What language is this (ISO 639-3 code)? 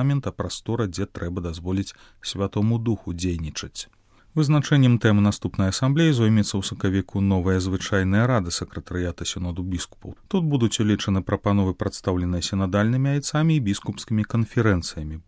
bel